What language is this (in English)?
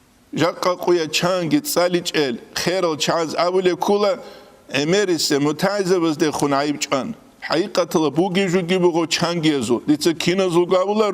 Avaric